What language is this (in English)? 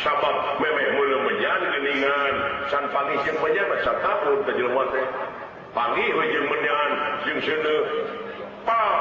Sundanese